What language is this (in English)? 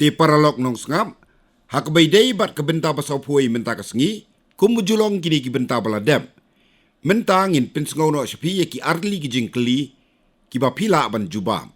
Khasi